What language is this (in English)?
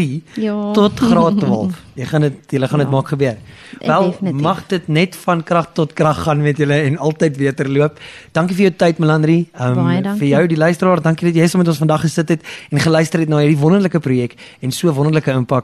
Afrikaans